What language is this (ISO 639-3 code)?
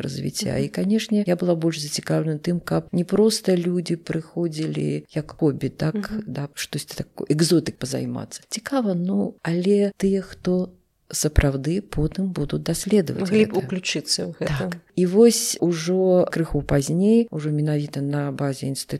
bel